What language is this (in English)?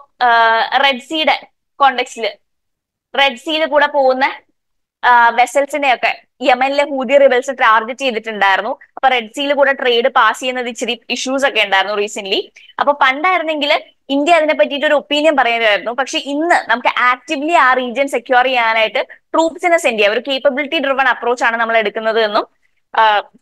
Malayalam